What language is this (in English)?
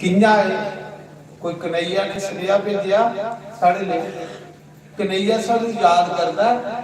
Dogri